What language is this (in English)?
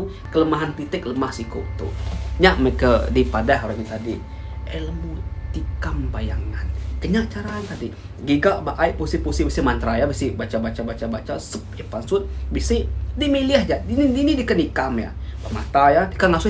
Iban